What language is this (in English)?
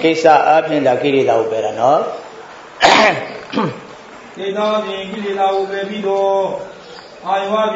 Burmese